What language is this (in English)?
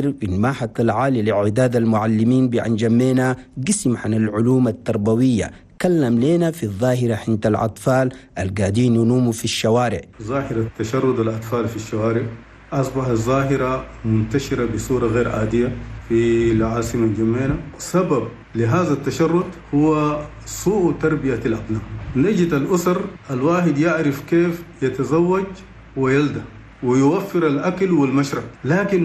Chadian Arabic